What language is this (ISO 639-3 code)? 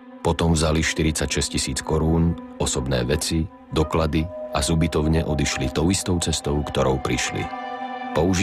slk